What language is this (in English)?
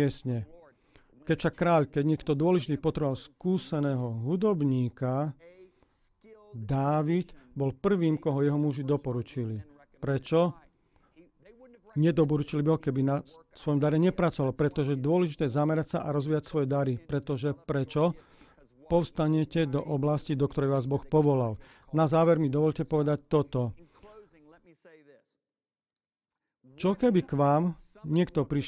Slovak